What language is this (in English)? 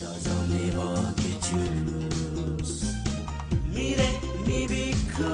Divehi